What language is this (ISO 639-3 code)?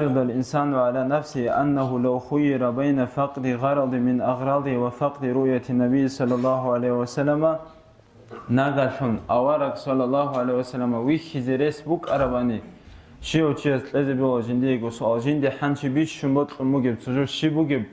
ava